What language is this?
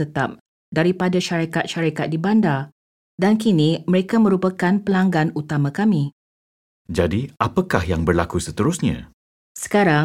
Malay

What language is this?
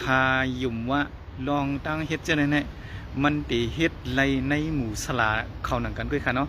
Shan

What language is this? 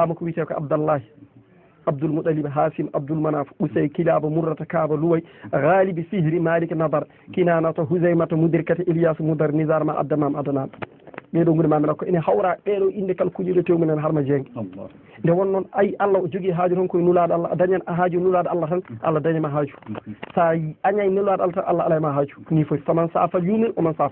Fula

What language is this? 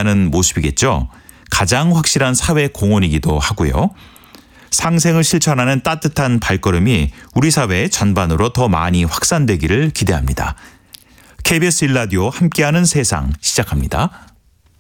Korean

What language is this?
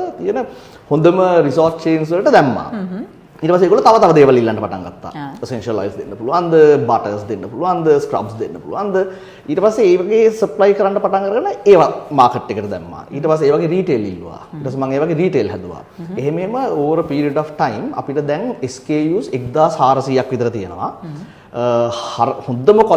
Sinhala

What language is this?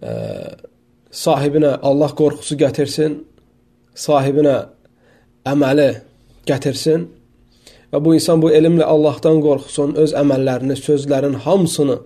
Azerbaijani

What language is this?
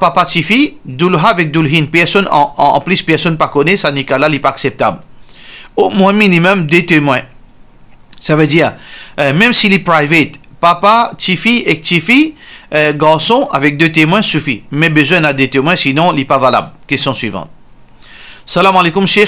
Morisyen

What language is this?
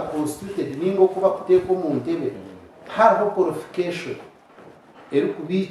Nyankole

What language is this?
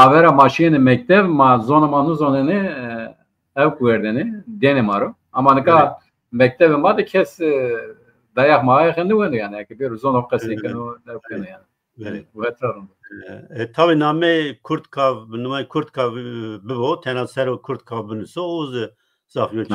Zaza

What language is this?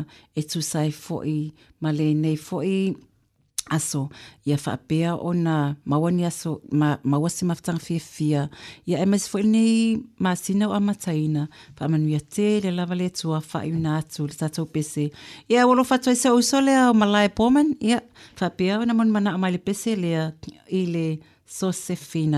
Samoan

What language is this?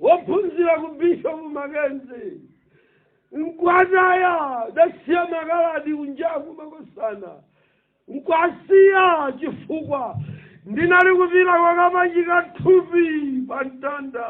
Nyanja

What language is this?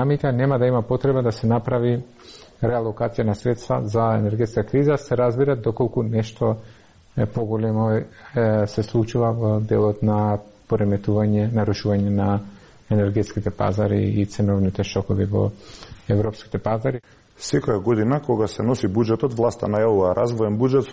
Macedonian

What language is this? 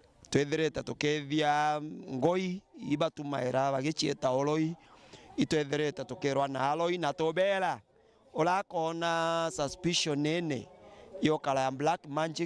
Meru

